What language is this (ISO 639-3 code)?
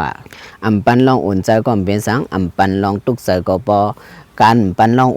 shn